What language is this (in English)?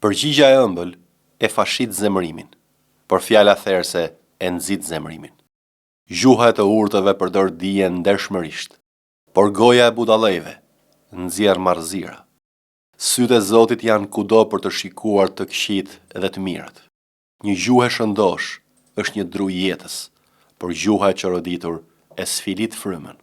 Albanian